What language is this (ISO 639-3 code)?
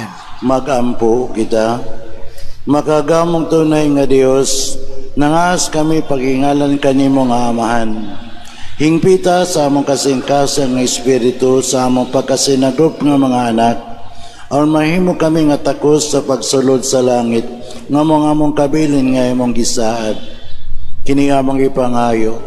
ceb